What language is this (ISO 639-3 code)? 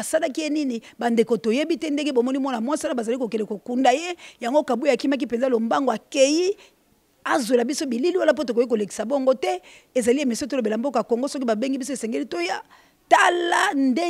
lin